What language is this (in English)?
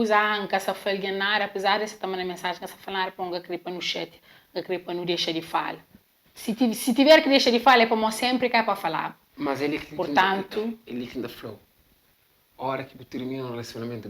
Kabuverdianu